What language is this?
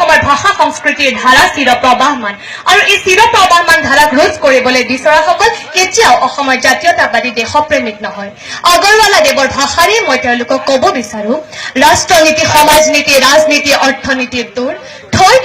Assamese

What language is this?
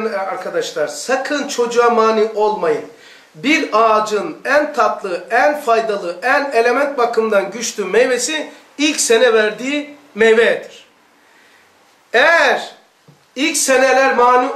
Turkish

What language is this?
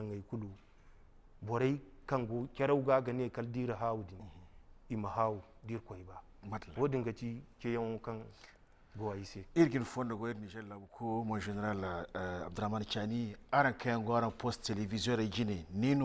Zarma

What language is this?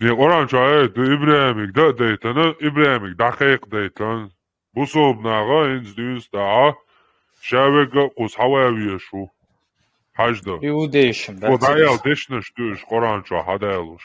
Chechen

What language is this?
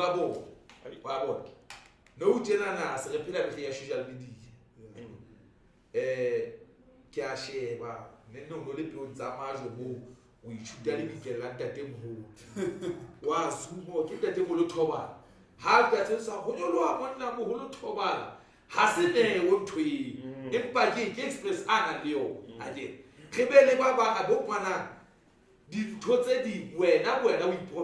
Southern Sotho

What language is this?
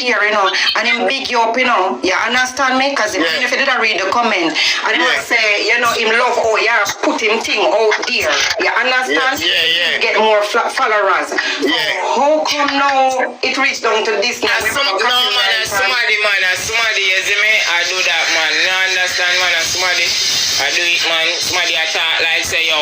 Jamaican Creole English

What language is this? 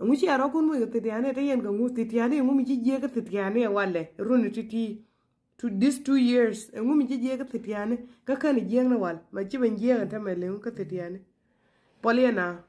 Nuer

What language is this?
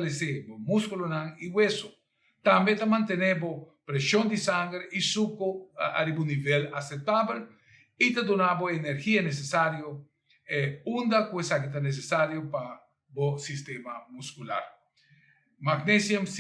Papiamento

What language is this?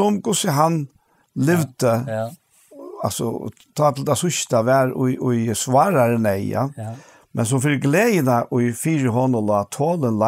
Faroese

